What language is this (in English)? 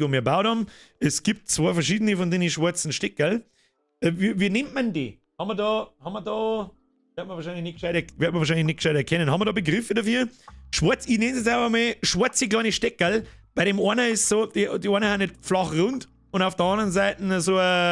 Bavarian